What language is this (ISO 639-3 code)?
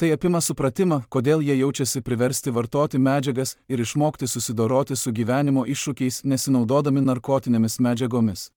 lit